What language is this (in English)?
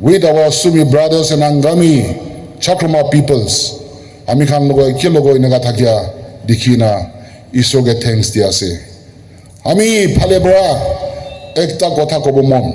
Naga Pidgin